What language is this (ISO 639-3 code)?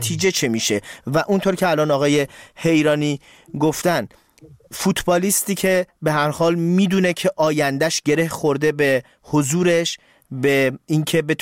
fas